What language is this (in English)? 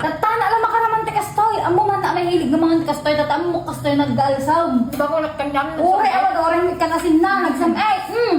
Iloko